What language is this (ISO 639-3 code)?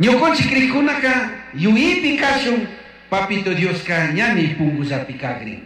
qug